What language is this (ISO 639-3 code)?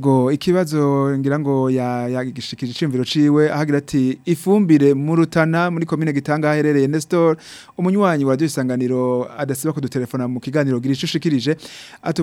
run